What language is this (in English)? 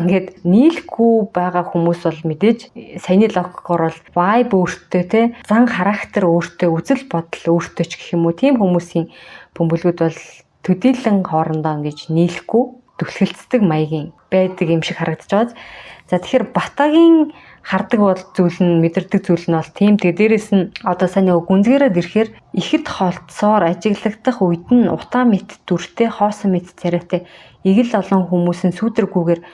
Mongolian